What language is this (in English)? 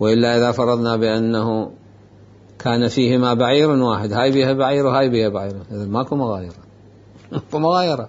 Mesopotamian Arabic